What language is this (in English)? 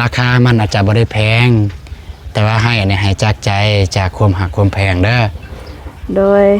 Lao